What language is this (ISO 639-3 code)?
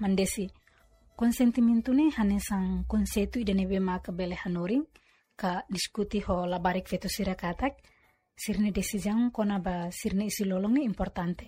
tet